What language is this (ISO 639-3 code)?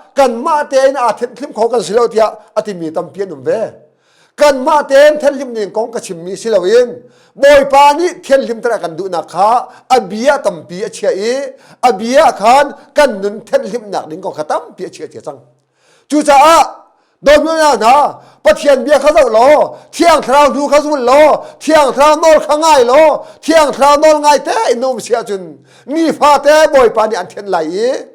cnh